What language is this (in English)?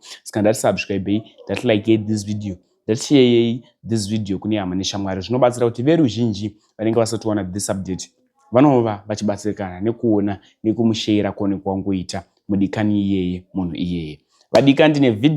Shona